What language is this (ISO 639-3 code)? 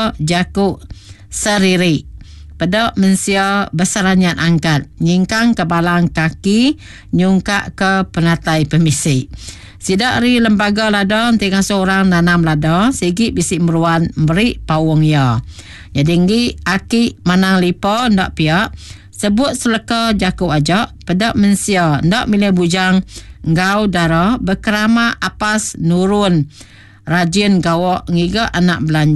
iba